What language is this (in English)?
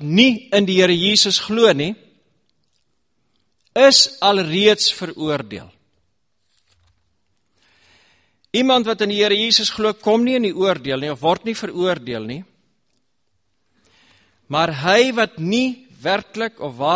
Afrikaans